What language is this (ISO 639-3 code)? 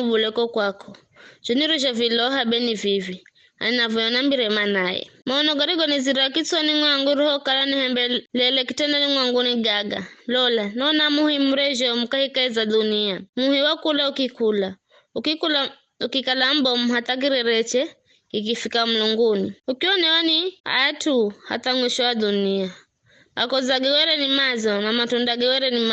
nyf